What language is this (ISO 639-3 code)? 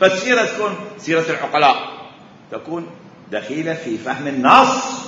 acm